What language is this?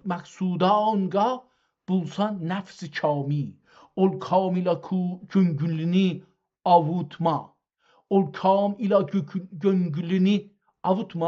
South Azerbaijani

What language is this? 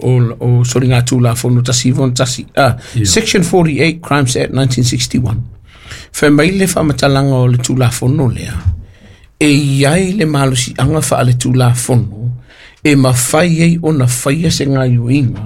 Samoan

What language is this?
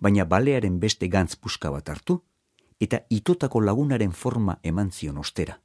Basque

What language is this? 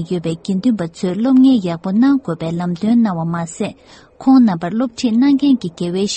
Tibetan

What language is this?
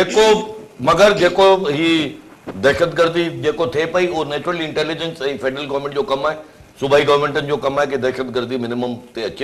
Sindhi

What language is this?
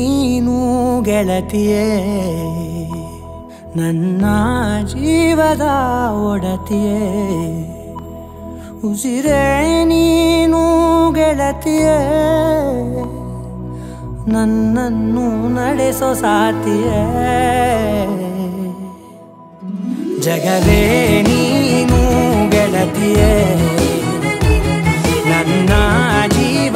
Kannada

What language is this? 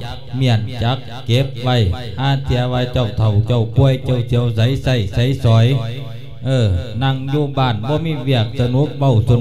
Lao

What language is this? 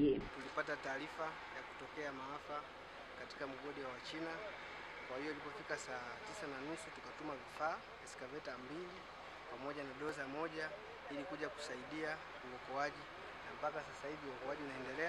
Swahili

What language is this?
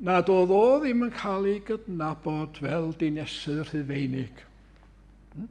Welsh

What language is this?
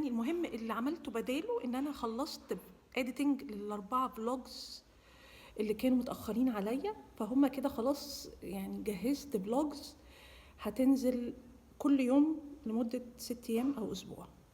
Egyptian Arabic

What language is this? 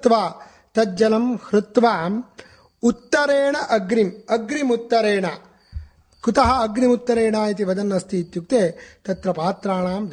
Sanskrit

